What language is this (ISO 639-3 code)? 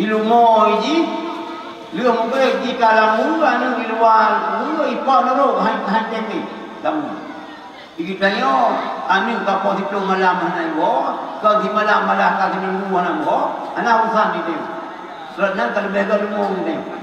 ace